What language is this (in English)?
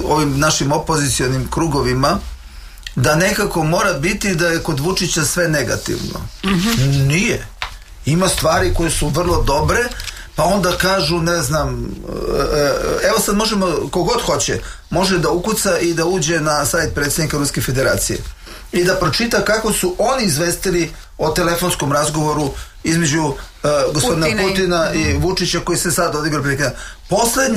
Serbian